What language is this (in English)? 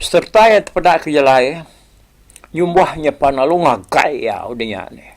Iban